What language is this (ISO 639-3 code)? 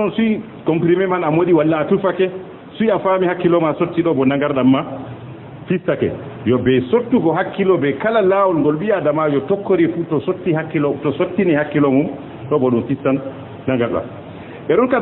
ful